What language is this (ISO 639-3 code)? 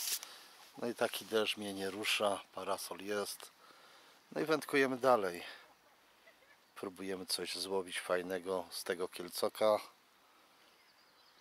pol